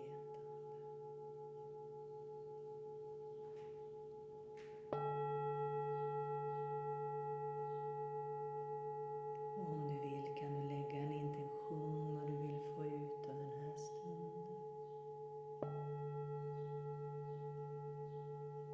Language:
Swedish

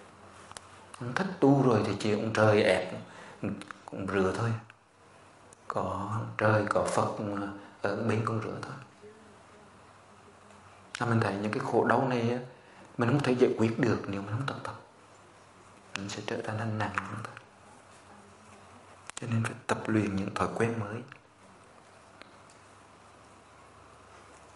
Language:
Vietnamese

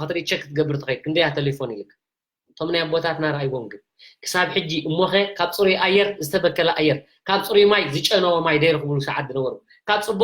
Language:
Tigrinya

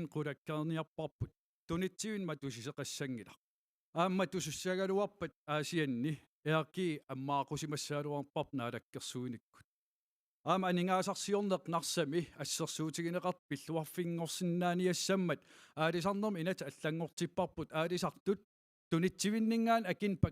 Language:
Kalaallisut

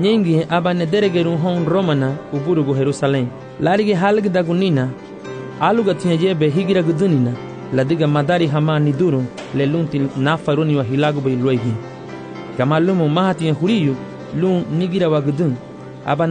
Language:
Garifuna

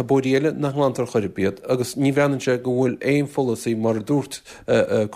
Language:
Irish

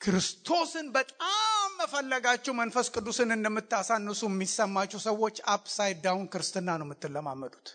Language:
Amharic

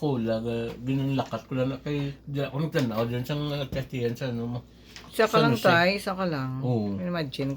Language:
Hiligaynon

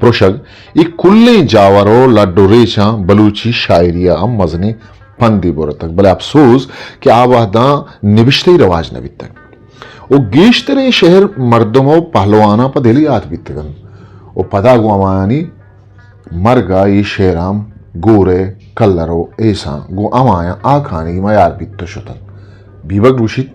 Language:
Eastern Balochi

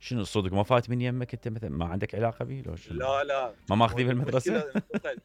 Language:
Mesopotamian Arabic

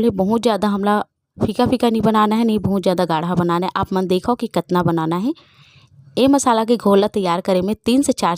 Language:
Chhattisgarhi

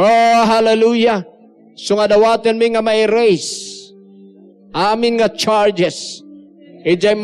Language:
Iloko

